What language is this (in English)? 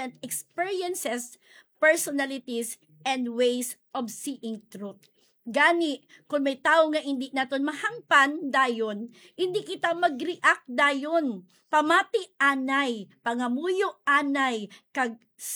Hiligaynon